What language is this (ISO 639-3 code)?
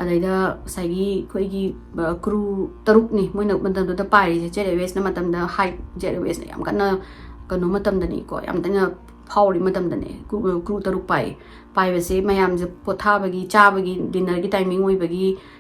mni